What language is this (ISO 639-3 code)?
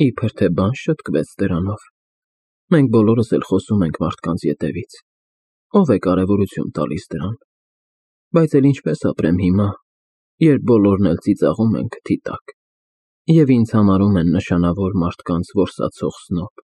hye